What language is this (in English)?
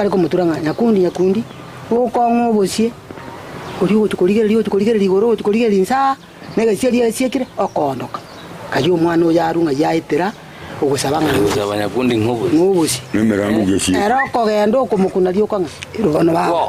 Gusii